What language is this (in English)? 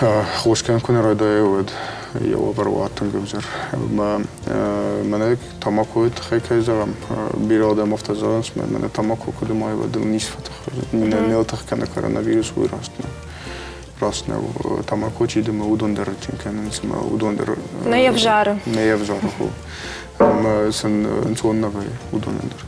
Ossetic